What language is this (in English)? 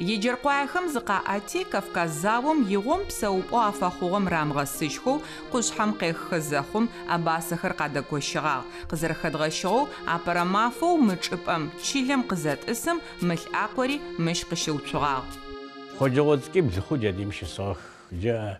Adyghe